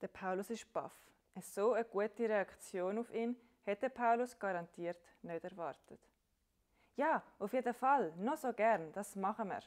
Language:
Swiss German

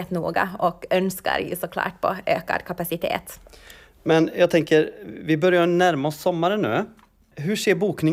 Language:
Swedish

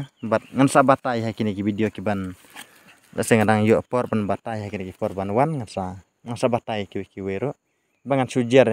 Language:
Khasi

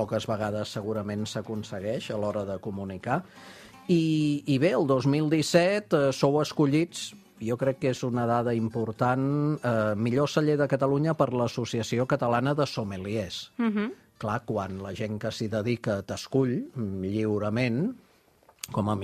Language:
Catalan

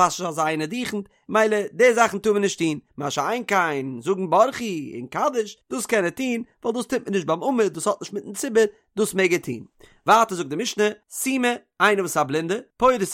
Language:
Yiddish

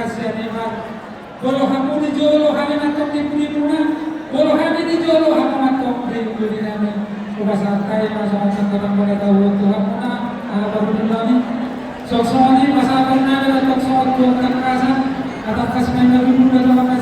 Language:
Batak Toba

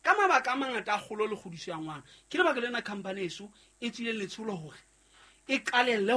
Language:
Southern Sotho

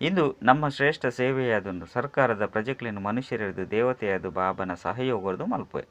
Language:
Tulu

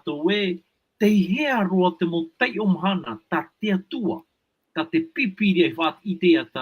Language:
Tahitian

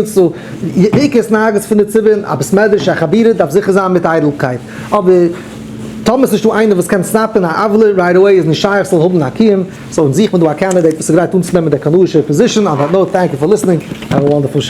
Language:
Yiddish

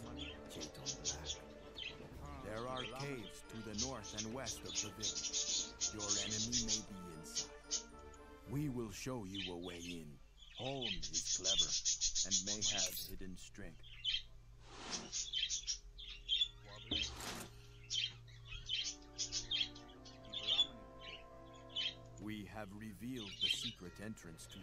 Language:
English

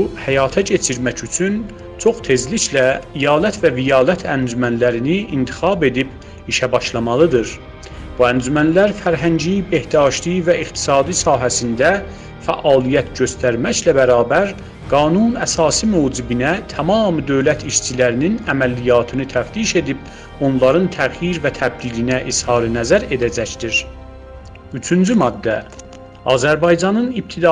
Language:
South Azerbaijani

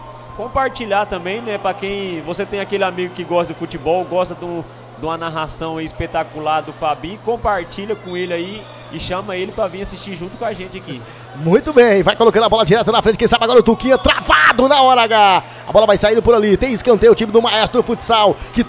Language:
Portuguese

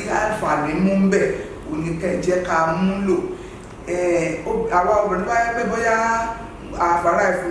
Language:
Yoruba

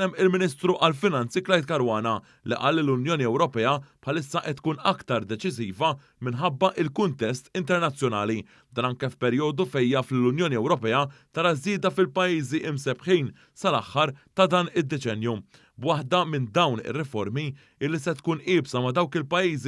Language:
Maltese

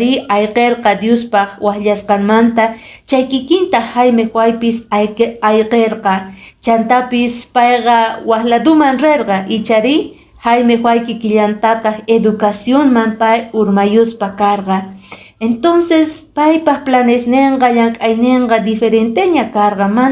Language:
Quechua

